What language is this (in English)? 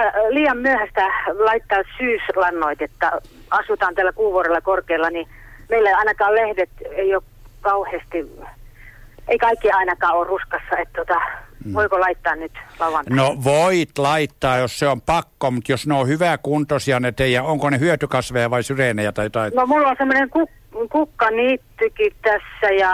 Finnish